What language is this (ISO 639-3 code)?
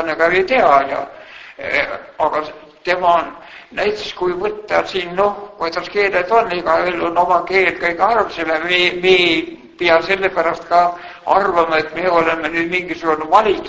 est